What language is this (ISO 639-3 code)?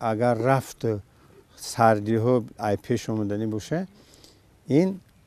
tgk